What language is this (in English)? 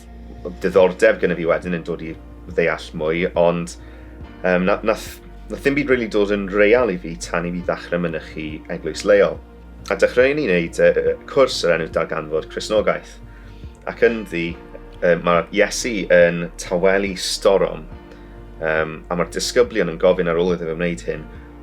Welsh